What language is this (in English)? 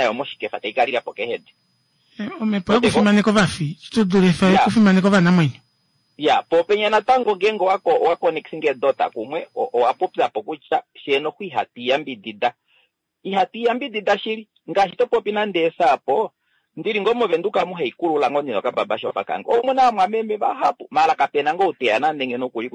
Kuanyama